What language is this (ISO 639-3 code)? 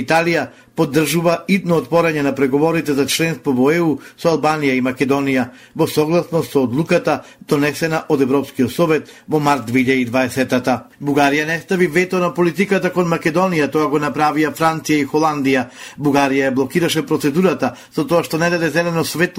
mkd